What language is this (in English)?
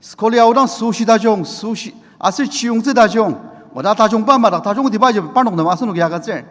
Ao Naga